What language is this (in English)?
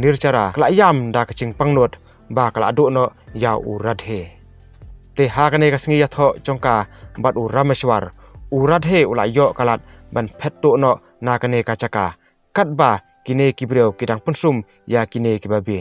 Khasi